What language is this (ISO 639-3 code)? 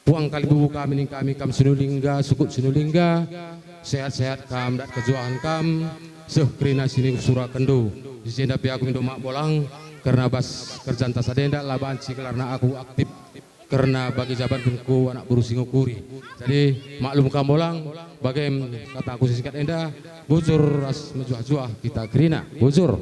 btx